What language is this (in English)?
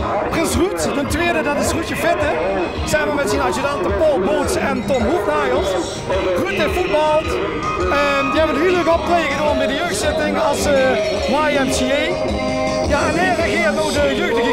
Limburgish